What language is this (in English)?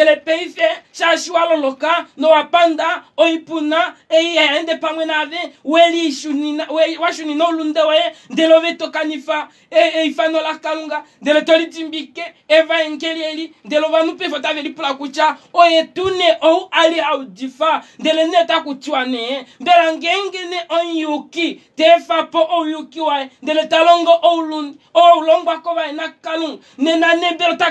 Kuanyama